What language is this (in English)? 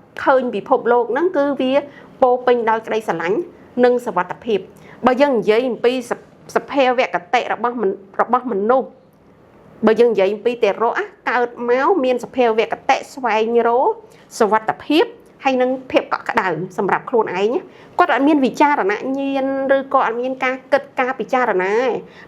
Khmer